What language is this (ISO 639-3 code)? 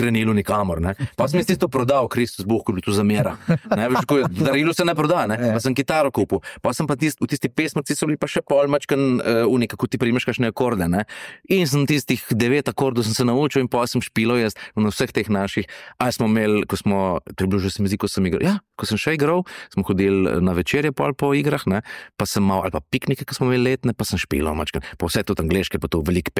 slv